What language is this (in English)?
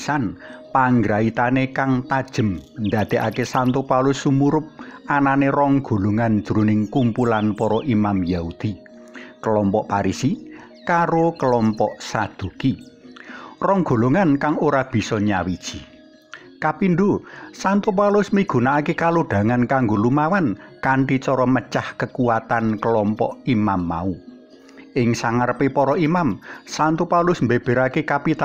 Javanese